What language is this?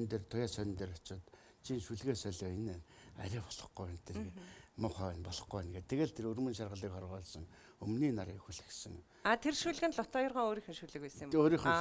Mongolian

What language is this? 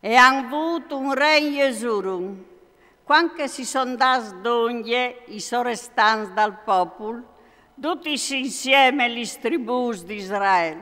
Friulian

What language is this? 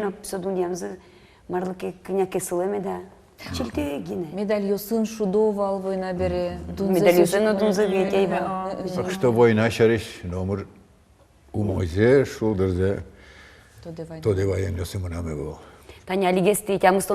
Udmurt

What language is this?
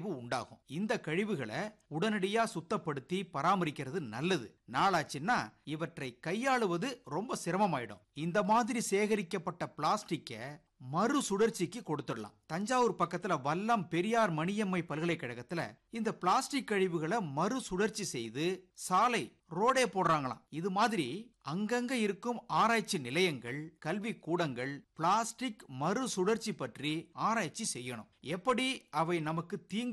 Tamil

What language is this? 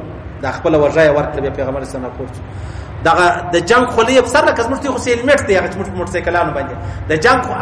Pashto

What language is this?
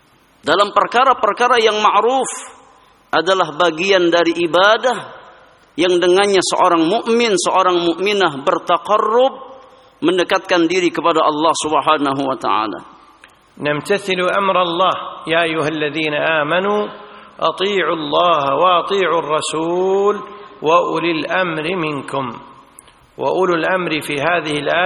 Indonesian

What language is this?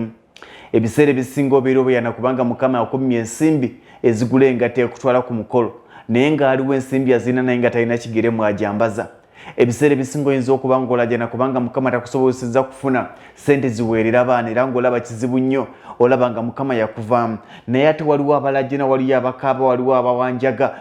Ganda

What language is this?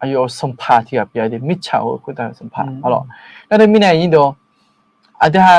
Akha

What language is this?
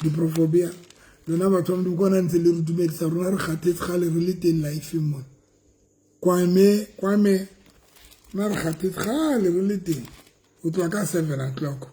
Southern Sotho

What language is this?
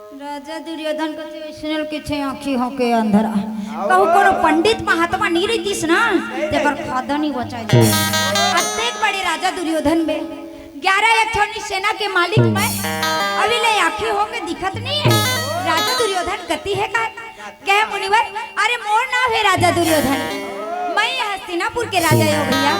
Chhattisgarhi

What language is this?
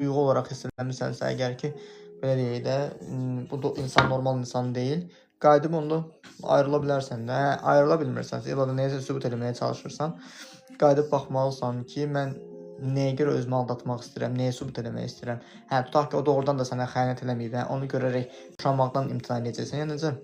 Azerbaijani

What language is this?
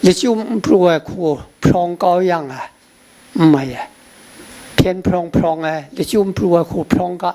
Kachin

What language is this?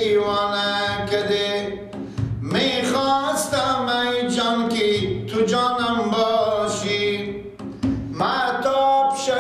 Persian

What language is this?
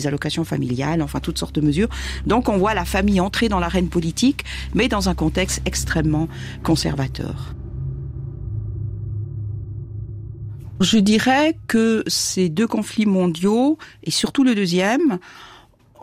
French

